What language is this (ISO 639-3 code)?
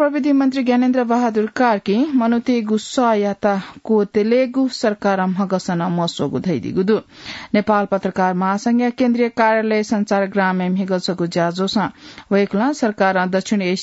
new